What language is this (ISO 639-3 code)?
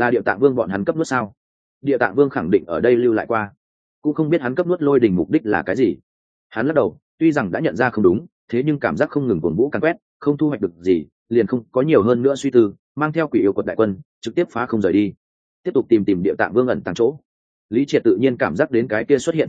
vie